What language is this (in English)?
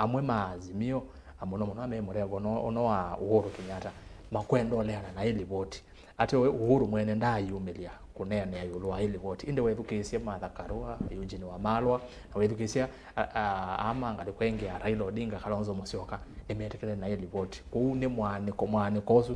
Kamba